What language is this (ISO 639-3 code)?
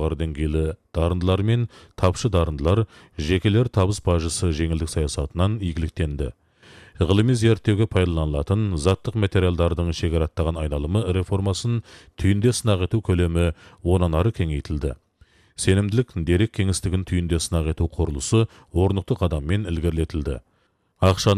kaz